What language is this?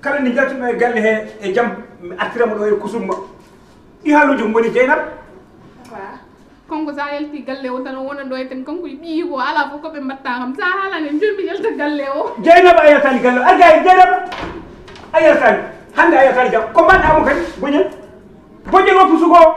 Fula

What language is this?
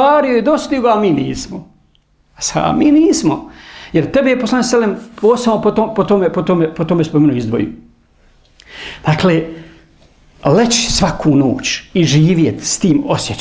Bosnian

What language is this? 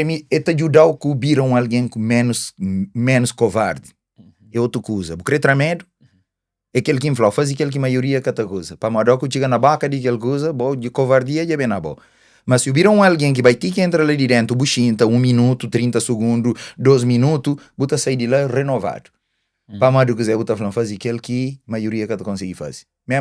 Kabuverdianu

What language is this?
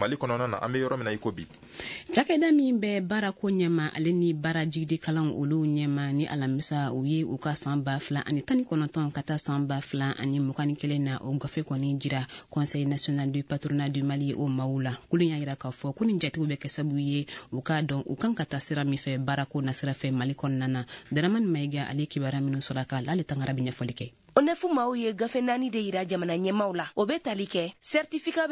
Bambara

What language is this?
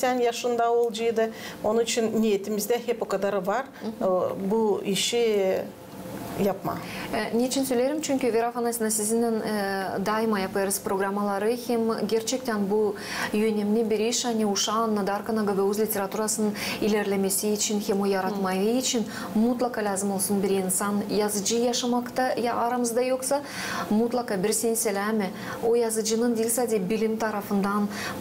Gagauz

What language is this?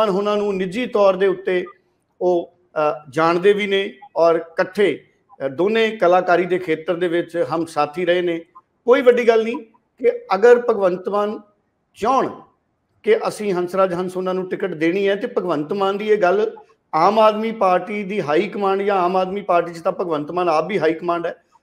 Punjabi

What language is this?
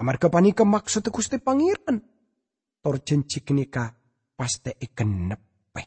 Madurese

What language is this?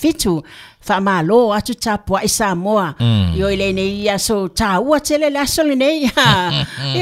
Samoan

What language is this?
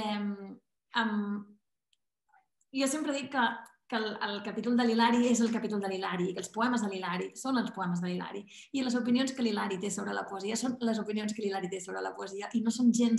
Catalan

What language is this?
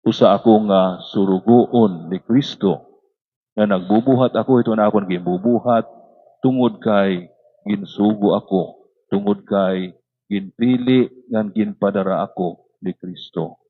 Waray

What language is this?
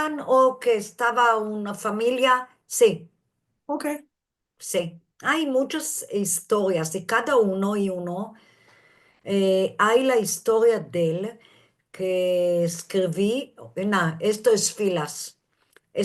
Ladino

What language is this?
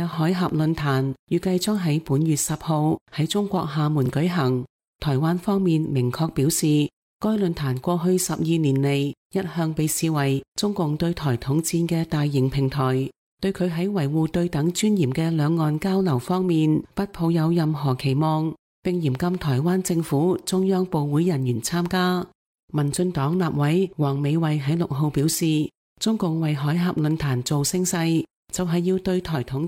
Cantonese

